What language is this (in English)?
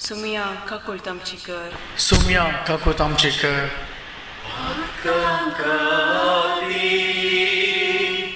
Konkani